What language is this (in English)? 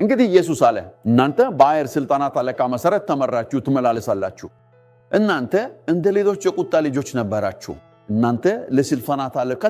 Amharic